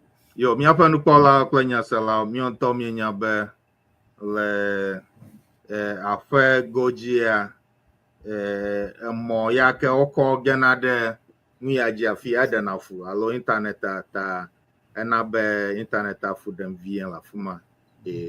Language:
Ewe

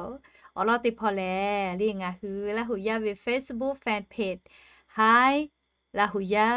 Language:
Lahu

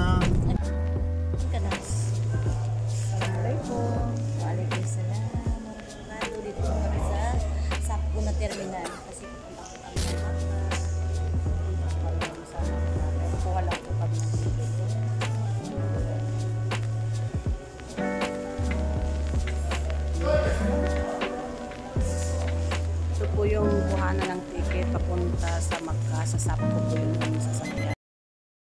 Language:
Filipino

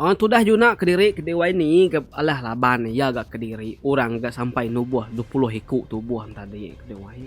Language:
Iban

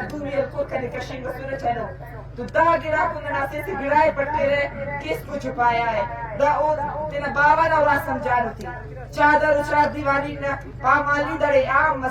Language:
Brahui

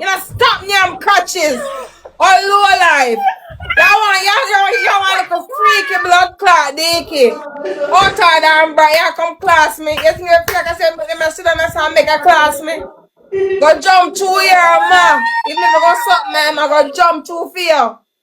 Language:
Jamaican Creole English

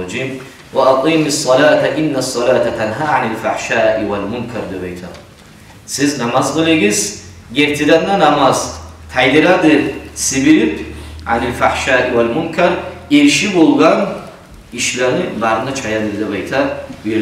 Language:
Kumyk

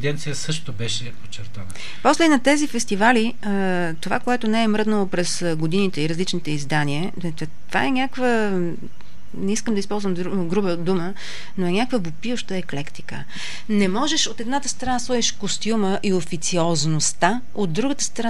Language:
Bulgarian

